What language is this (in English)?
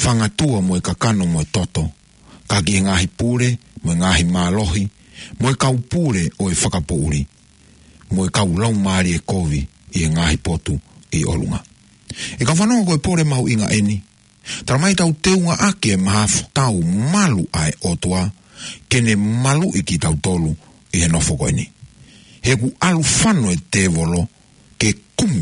Tongan